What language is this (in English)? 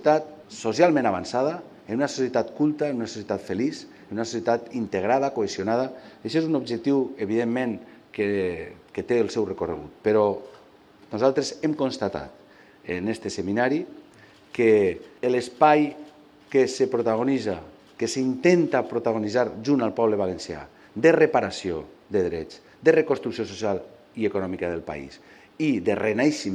Catalan